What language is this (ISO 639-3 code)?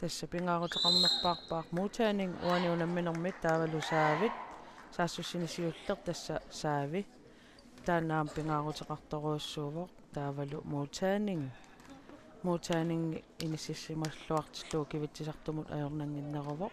kal